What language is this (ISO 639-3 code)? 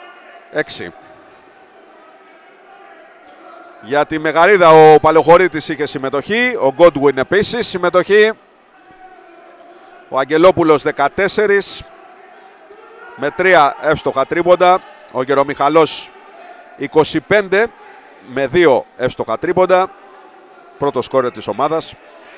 ell